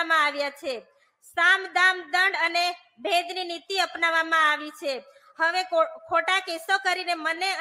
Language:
Gujarati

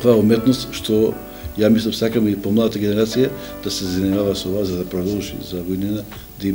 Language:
Macedonian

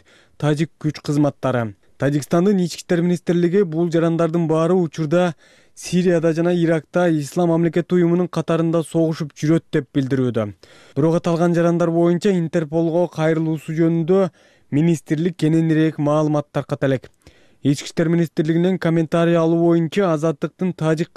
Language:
Kyrgyz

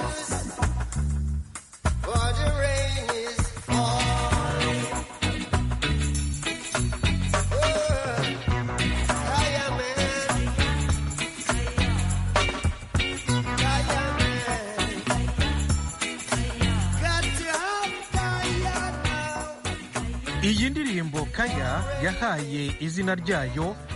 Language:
Kinyarwanda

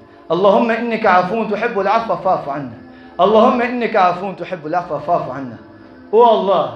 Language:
Balkan Romani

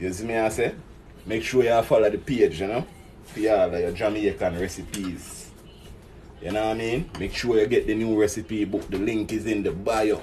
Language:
Jamaican Creole English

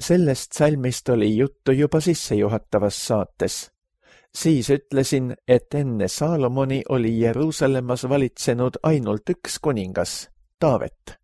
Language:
Estonian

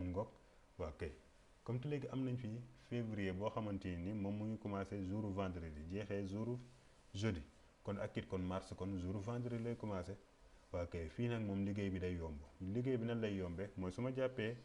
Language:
Wolof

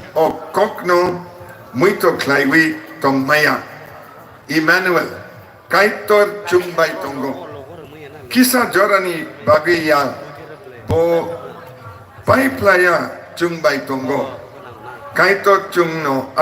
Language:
Kok Borok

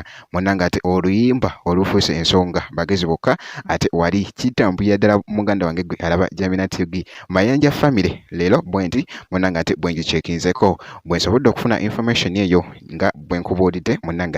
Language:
Ganda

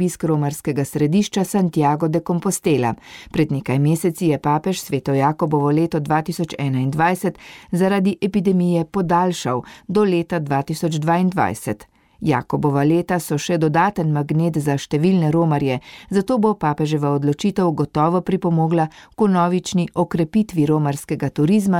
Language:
Slovenian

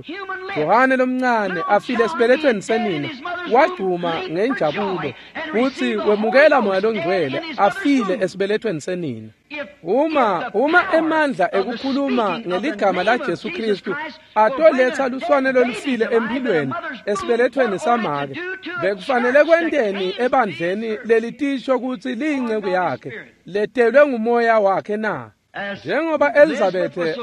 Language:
Swati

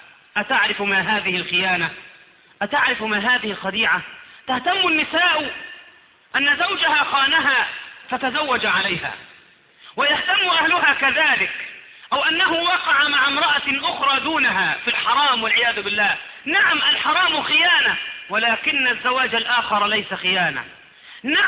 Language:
Arabic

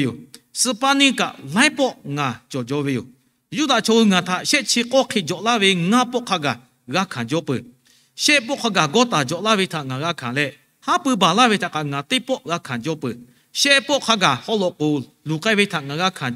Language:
Lahu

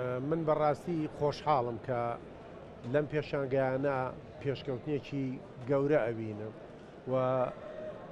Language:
Central Kurdish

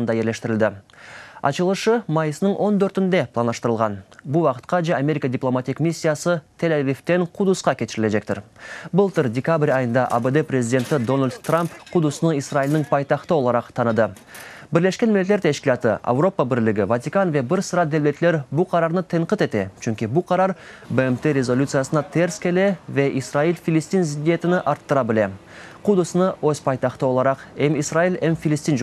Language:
Crimean Tatar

